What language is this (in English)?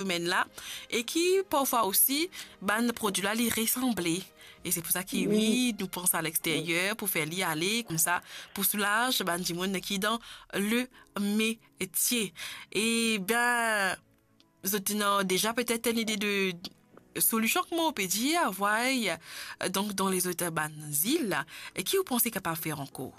Morisyen